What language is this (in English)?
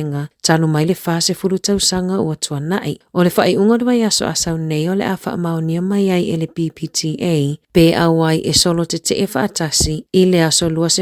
Samoan